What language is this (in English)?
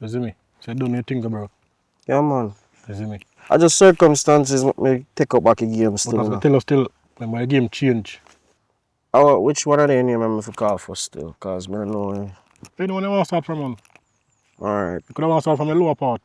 Jamaican Creole English